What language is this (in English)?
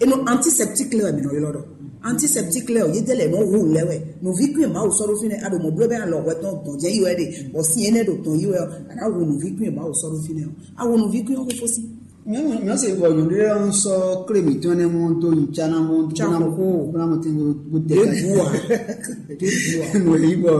Fon